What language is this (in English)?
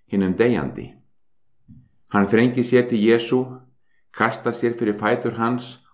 Icelandic